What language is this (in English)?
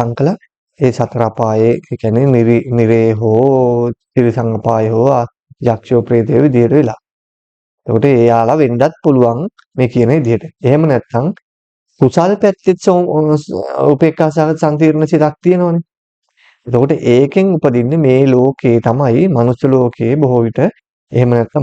Sinhala